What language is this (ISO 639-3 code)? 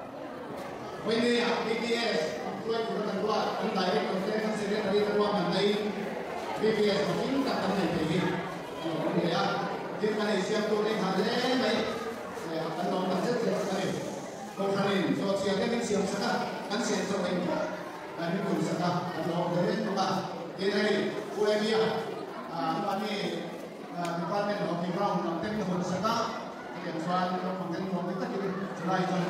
vie